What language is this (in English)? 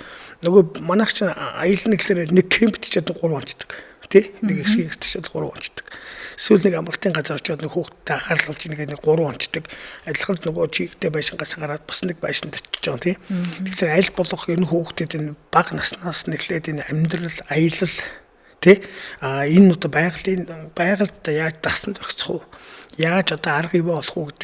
Mongolian